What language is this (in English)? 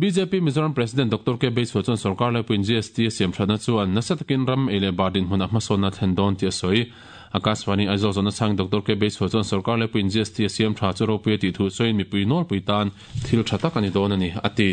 Mizo